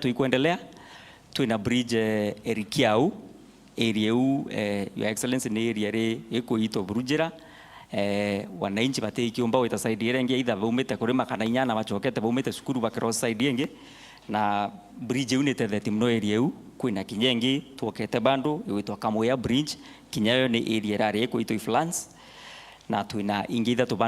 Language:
Meru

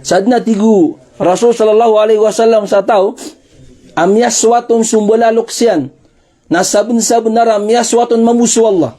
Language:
Maranao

